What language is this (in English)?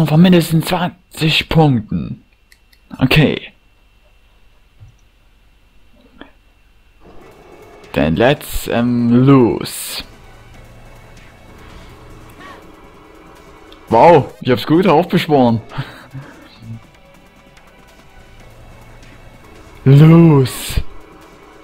German